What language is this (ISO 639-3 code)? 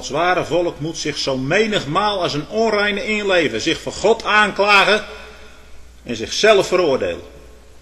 nld